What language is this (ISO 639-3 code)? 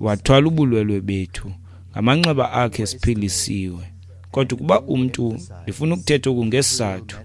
xho